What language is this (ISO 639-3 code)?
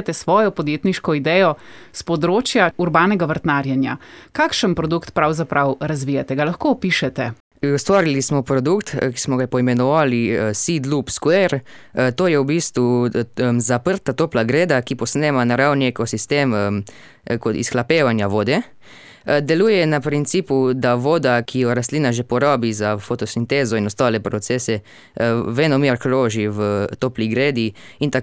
slv